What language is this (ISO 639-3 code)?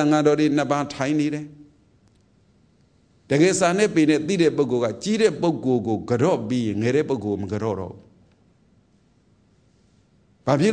mya